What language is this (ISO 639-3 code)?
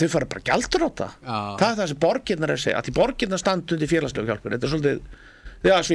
isl